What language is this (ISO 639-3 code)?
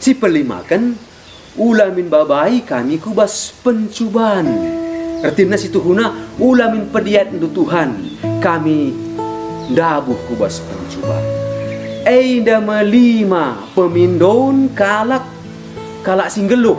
btx